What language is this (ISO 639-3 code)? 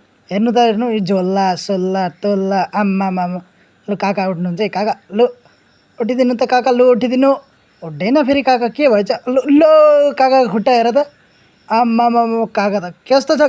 nep